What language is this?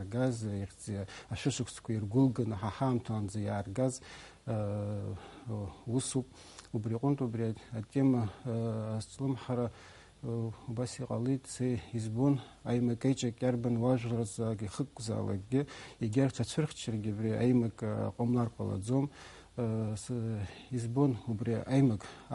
Abkhazian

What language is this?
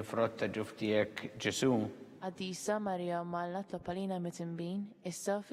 Maltese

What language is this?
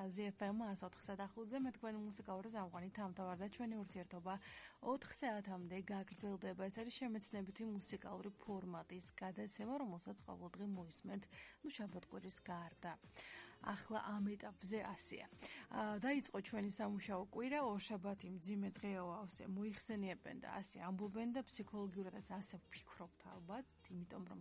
Georgian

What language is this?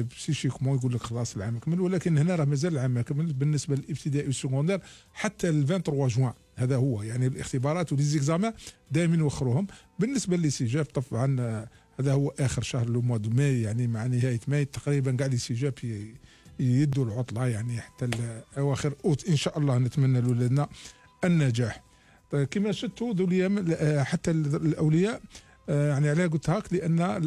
Algerian Arabic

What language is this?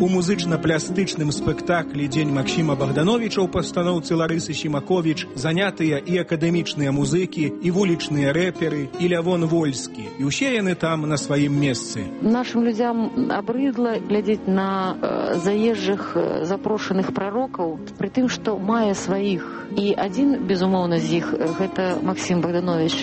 Belarusian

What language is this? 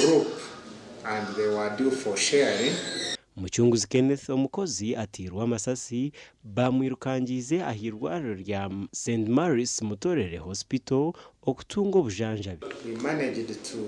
Nyankole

